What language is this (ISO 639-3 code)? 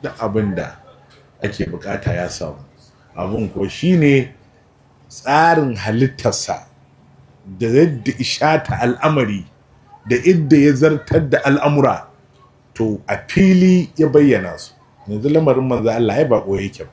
hau